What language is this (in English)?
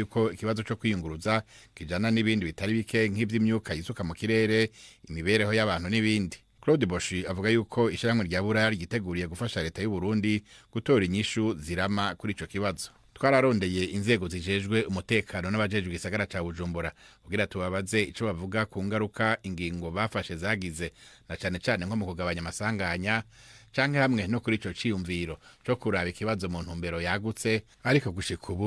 Rundi